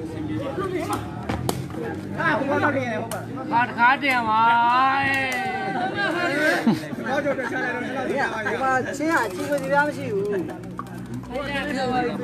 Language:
Burmese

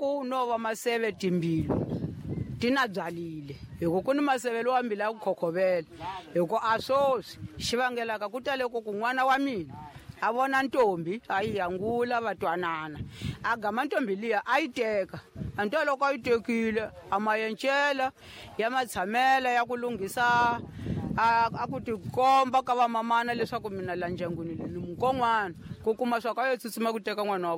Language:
Tsonga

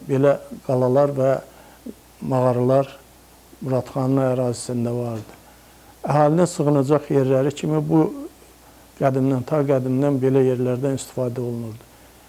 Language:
Azerbaijani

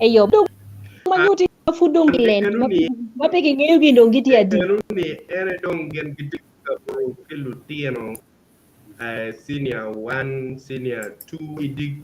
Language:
Acoli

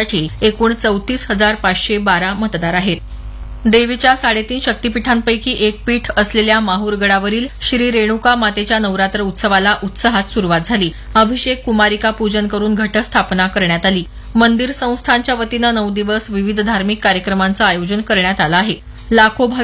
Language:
Marathi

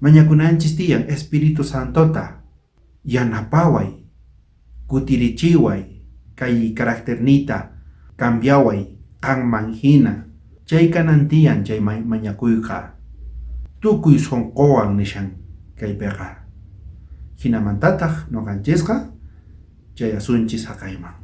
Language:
South Bolivian Quechua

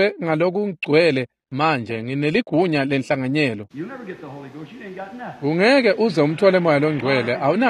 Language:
Swati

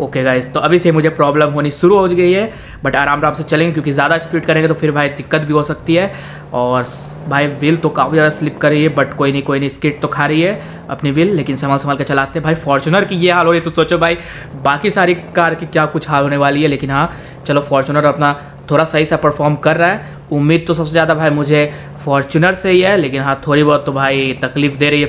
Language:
Hindi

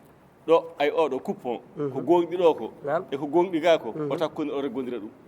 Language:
Fula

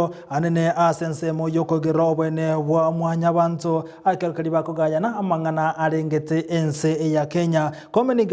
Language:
Gusii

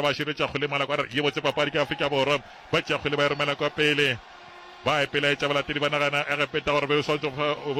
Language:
Northern Sotho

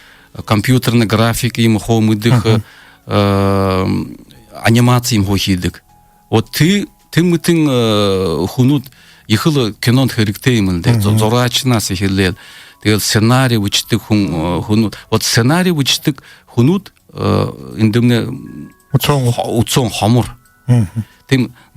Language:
Buriat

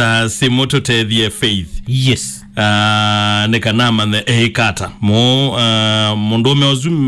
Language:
Kamba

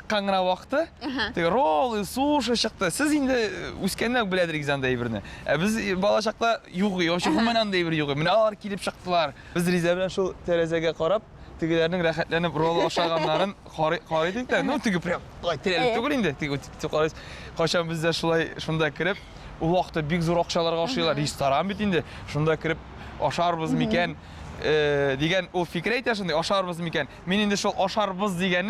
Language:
Tatar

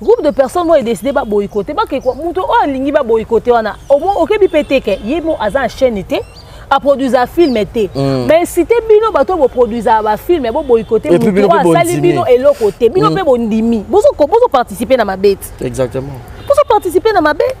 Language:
Lingala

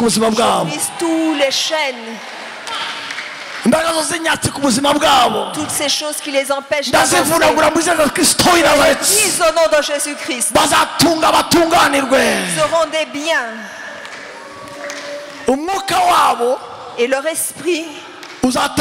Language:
Kinyarwanda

